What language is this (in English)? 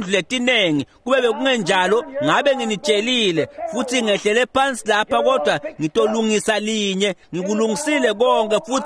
Swati